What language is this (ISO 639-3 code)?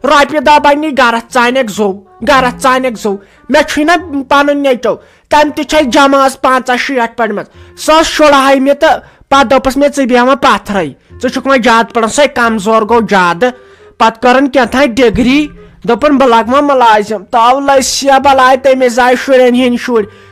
kas